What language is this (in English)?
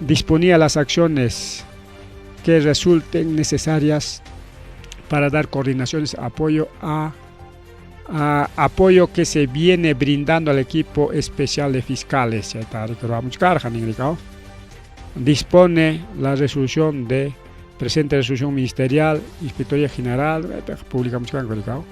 Ayacucho Quechua